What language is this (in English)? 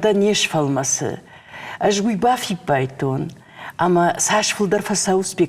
Ossetic